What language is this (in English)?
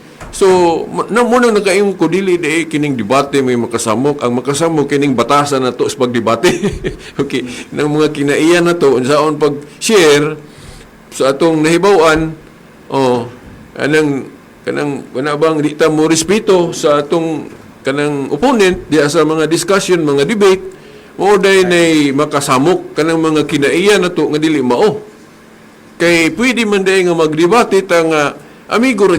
Cebuano